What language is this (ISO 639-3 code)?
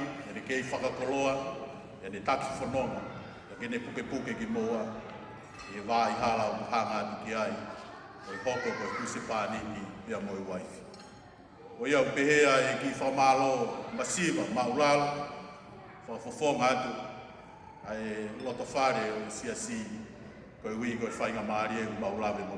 ton